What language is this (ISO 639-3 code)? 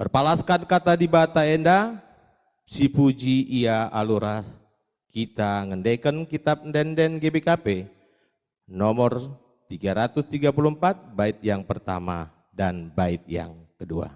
btx